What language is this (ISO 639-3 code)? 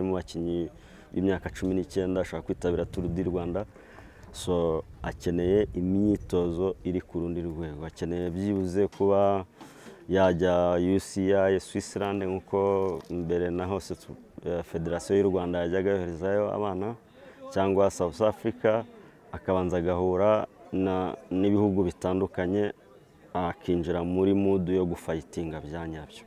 kin